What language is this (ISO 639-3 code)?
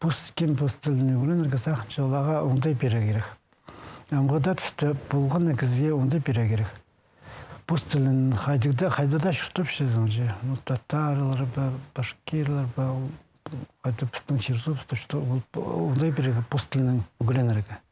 kjh